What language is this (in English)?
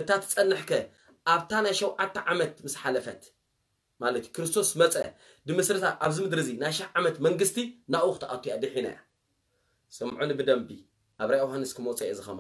Tigrinya